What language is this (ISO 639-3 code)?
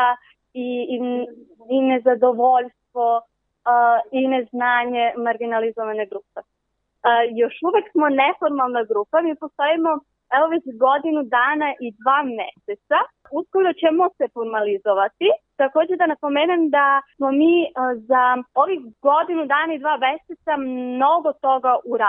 srp